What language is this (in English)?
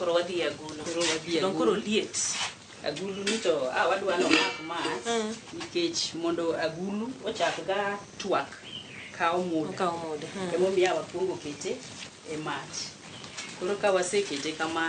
Luo (Kenya and Tanzania)